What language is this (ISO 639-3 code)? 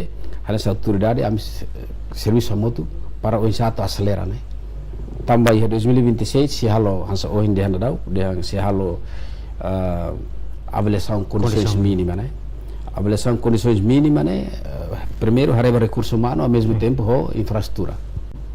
tet